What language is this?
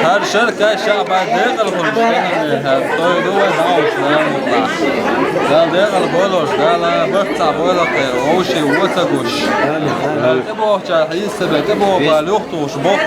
Chechen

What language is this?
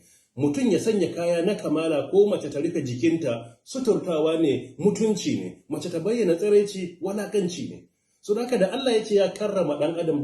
Hausa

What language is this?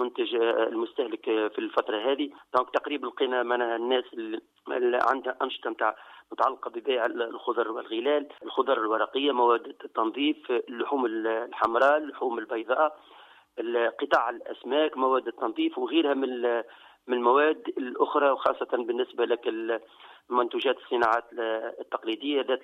Tunisian Arabic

